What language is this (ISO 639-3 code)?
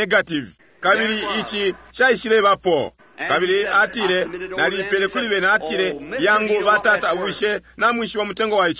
bem